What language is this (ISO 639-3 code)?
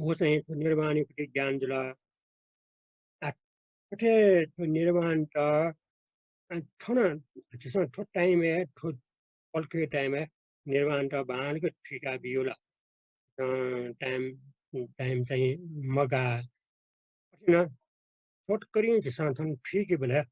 new